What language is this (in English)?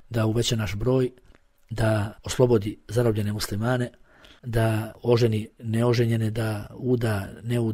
Bosnian